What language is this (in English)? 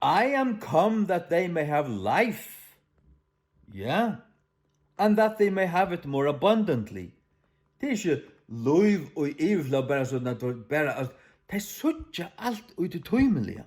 Faroese